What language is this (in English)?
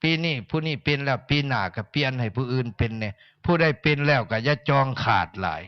Northeastern Thai